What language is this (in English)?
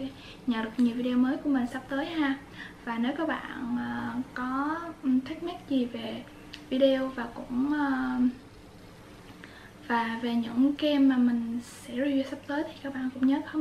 Vietnamese